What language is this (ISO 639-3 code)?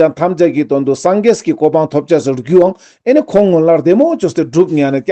lbj